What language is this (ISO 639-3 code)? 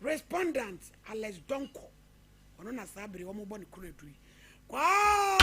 aka